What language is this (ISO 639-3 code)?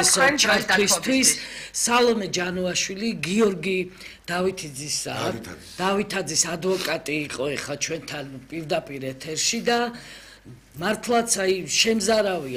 kat